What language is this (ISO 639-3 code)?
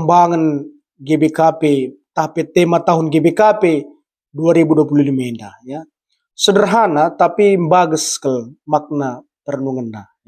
btx